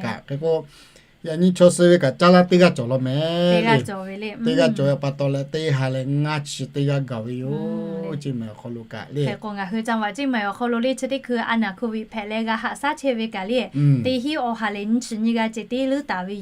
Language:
Lahu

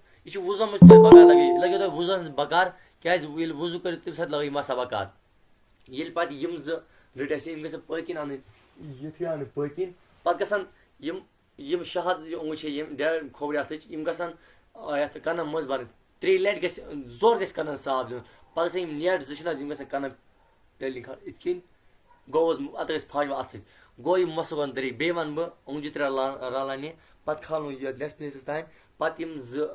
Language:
Kashmiri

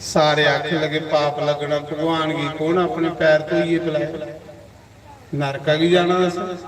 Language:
Dogri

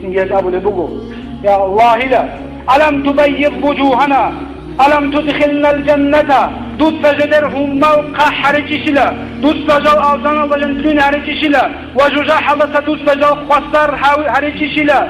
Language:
Avaric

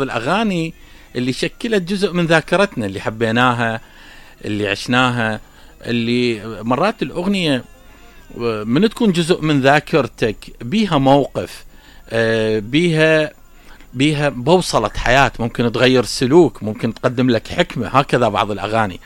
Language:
Mesopotamian Arabic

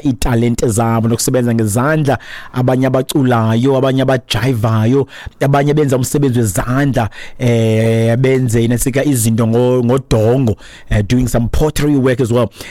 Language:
Xhosa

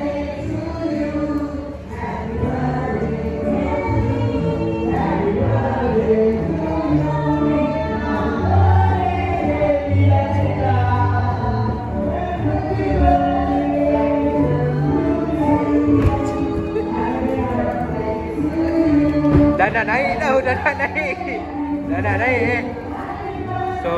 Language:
Malay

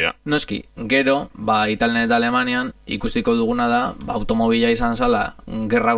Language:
Basque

